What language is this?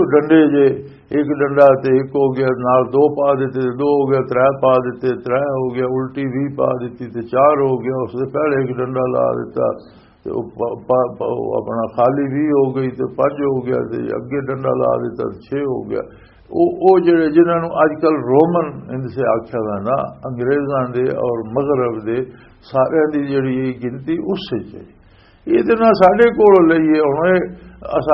Western Panjabi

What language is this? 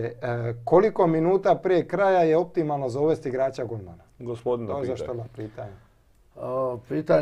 Croatian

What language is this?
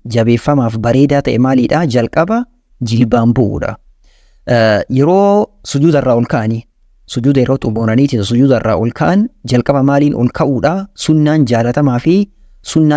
Oromo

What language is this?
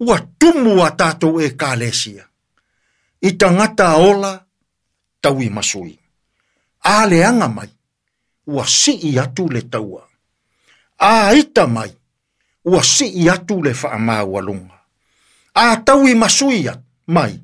Samoan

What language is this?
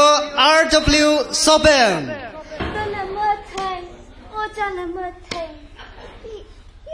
Tangkhul Naga (India)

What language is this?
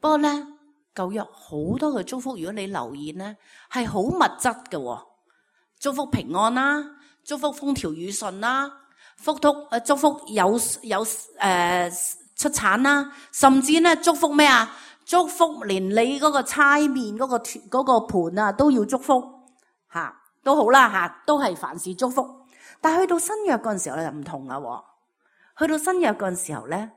Cantonese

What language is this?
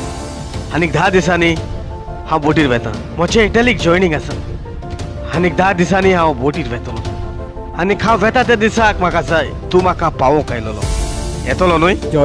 Konkani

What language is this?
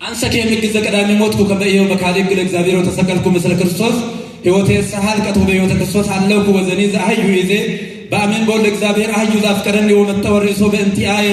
Amharic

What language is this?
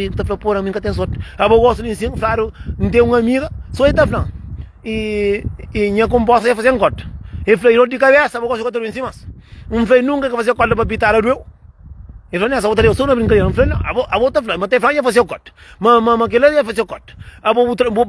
Kabuverdianu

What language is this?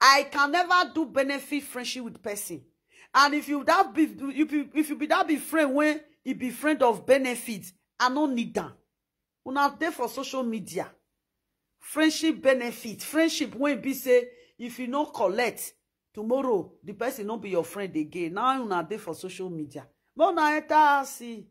Nigerian Pidgin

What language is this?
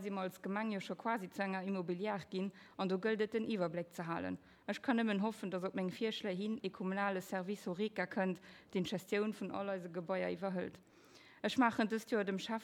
Luxembourgish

